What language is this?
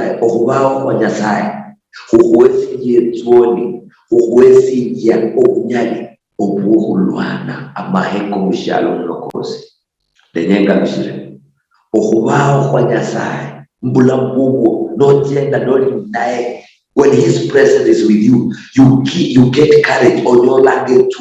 Luyia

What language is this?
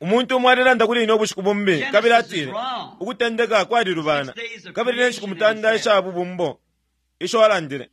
Bemba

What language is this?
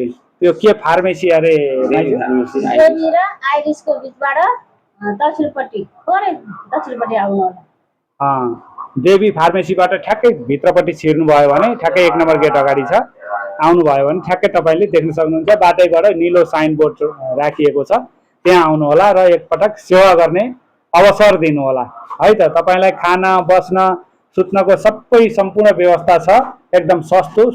Nepali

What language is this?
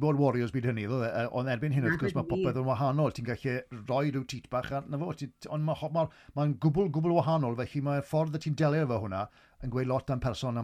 Welsh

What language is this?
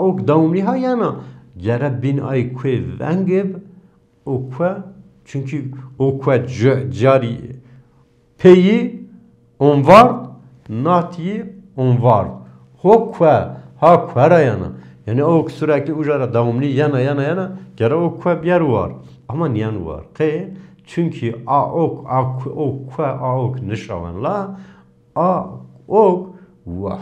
Zaza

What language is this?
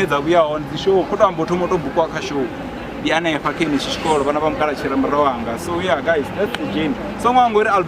Venda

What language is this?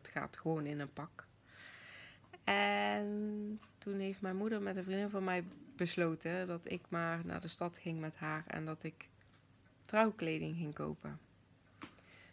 Dutch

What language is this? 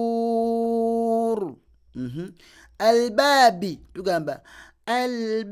Ganda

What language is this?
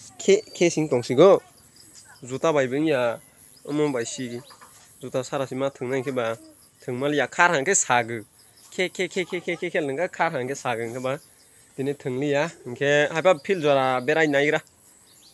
Kok Borok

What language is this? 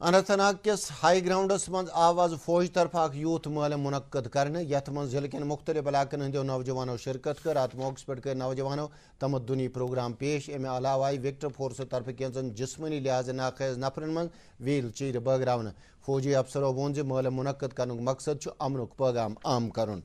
Kashmiri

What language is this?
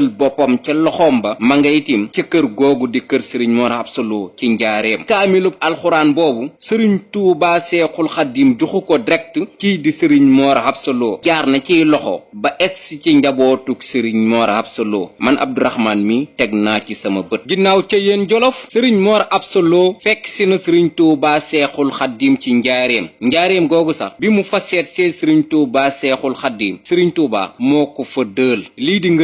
Wolof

